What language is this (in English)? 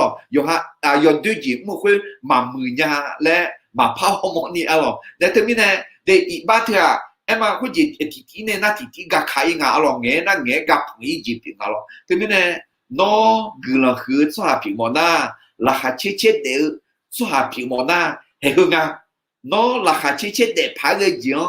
Akha